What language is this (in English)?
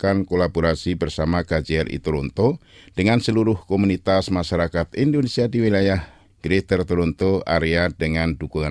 Indonesian